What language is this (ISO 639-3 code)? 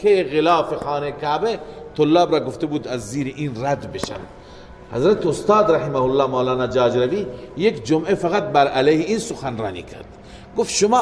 fas